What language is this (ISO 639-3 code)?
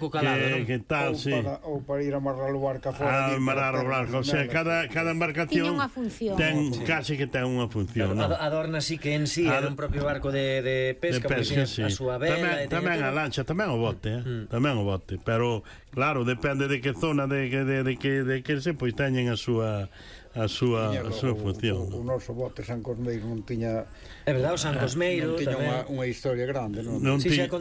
glg